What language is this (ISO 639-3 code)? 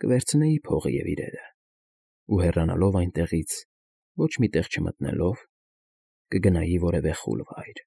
hye